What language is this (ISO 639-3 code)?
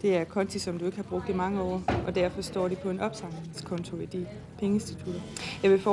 dan